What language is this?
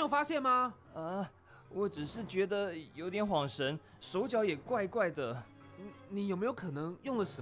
Chinese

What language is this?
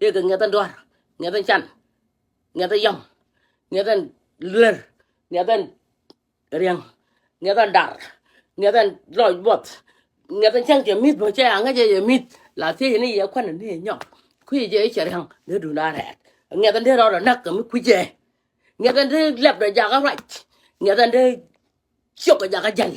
Nuer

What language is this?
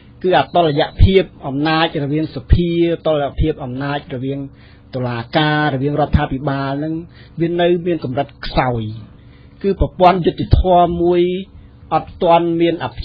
Khmer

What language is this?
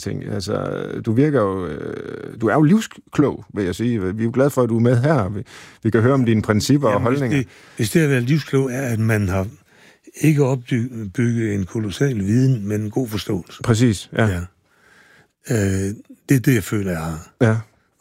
Danish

